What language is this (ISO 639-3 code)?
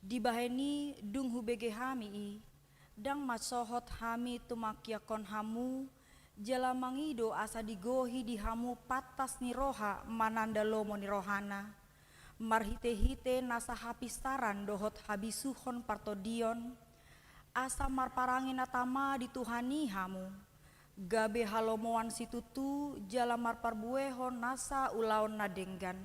bbc